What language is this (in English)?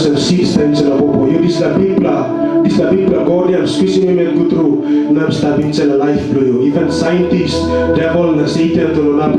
Tok Pisin